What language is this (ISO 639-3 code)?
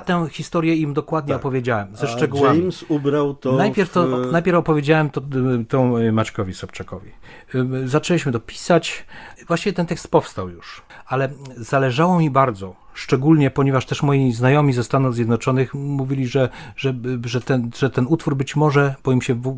pol